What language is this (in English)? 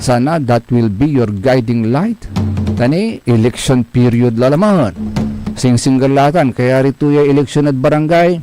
Pangasinan